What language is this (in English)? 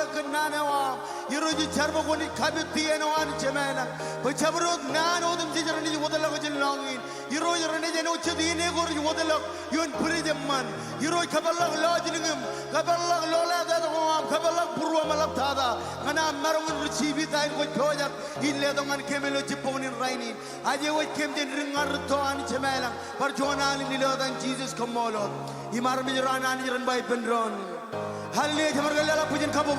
Marshallese